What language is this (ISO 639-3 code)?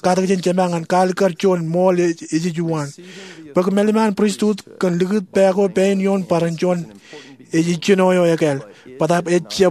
mah